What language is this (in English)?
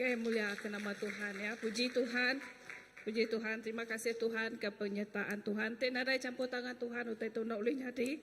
Iban